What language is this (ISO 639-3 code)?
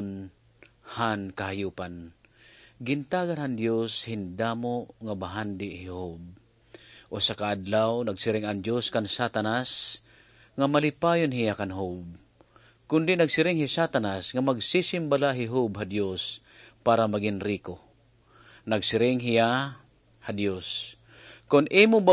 war